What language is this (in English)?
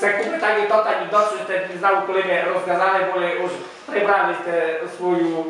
Rusyn